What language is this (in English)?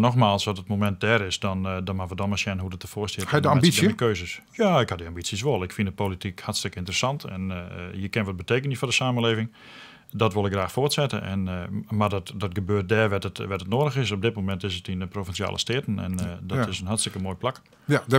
Western Frisian